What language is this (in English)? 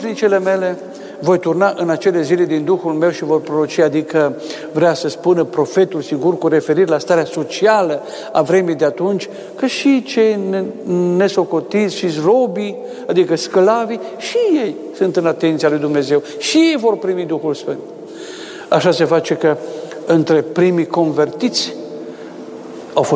Romanian